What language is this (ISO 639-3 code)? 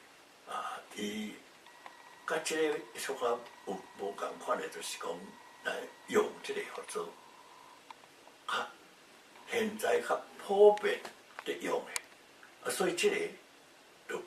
nan